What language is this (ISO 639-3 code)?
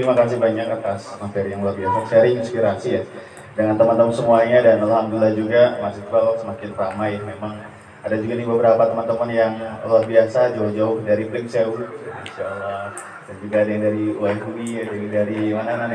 ind